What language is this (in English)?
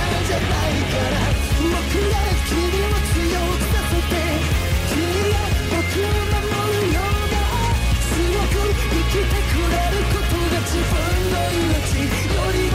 Japanese